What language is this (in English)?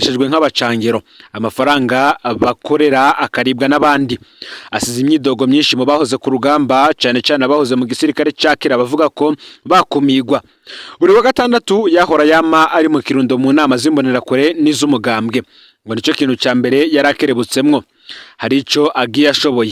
Rundi